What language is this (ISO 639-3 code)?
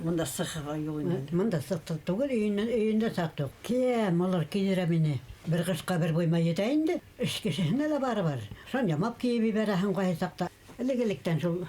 bak